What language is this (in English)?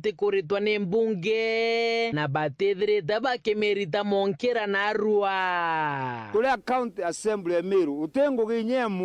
Meru